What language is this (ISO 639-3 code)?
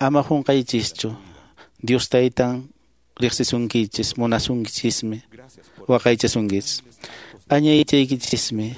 que